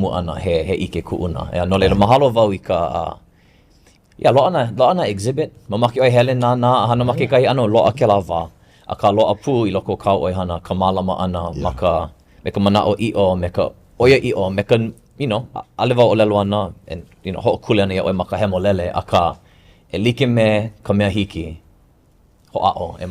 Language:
Hawaiian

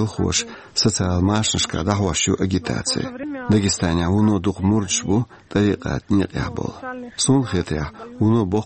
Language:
Chechen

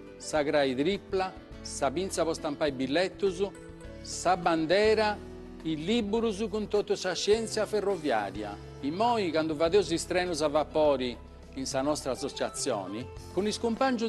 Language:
Sardinian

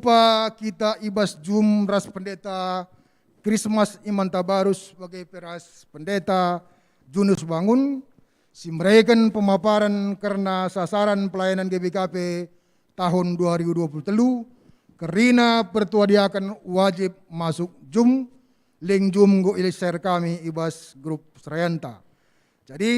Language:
Batak Karo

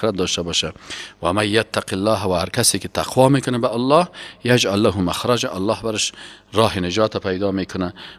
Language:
Persian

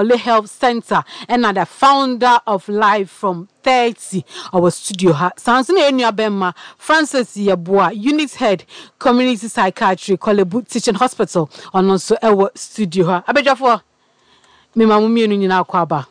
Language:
Akan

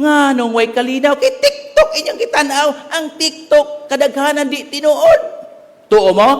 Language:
Cebuano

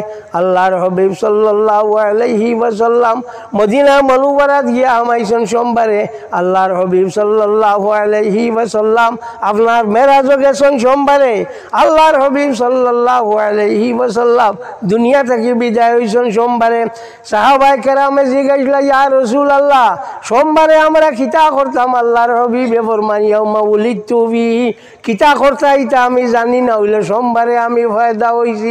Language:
Sylheti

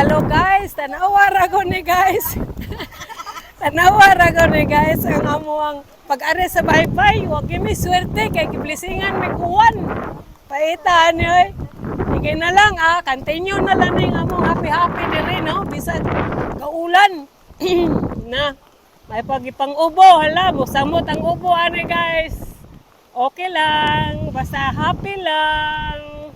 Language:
Cebuano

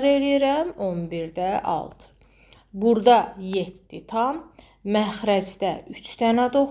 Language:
Azerbaijani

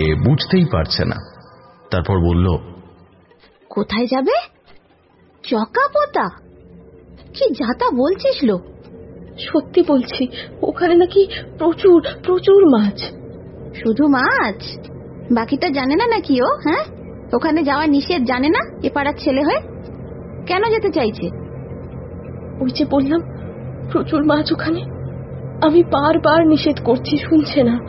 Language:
Bangla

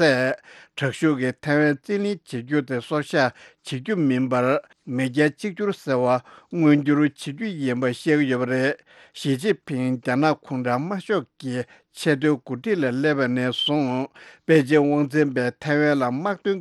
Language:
Tibetan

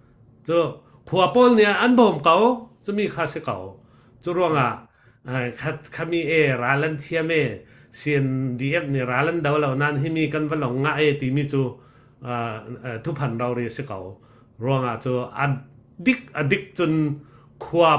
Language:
Falam Chin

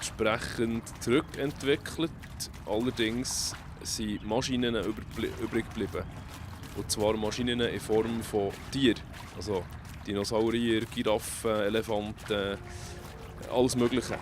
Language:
Swiss German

